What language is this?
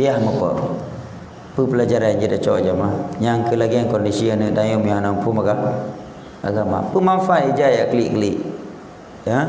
Achinese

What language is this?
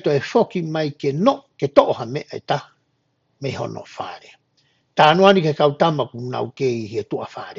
Tongan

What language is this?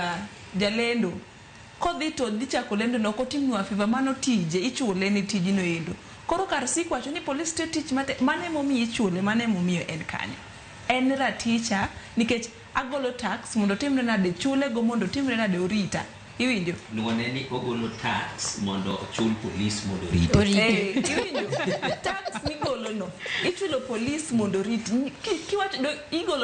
Luo (Kenya and Tanzania)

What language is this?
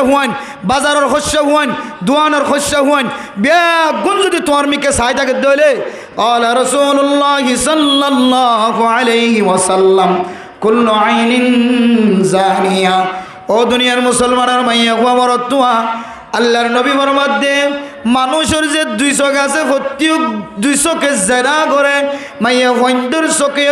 Rohingya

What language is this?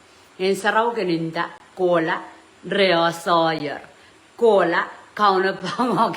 Pohnpeian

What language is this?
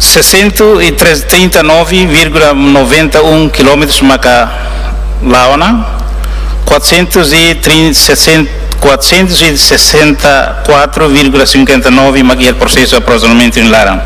Tetum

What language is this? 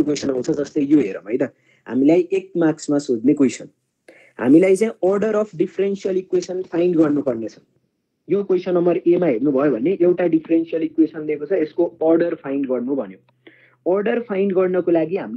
Nepali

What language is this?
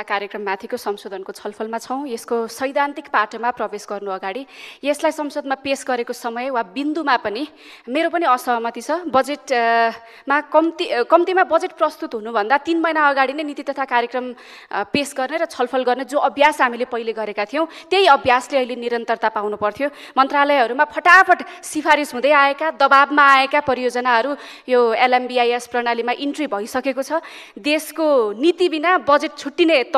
Nepali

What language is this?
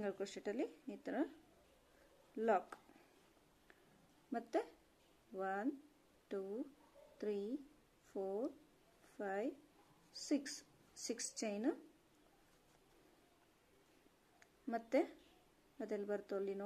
Kannada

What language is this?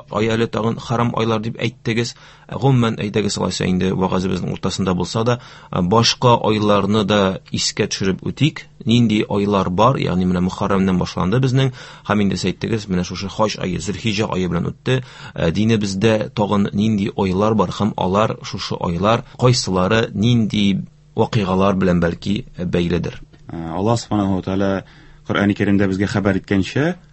Tatar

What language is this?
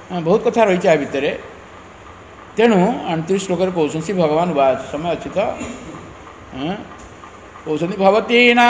Odia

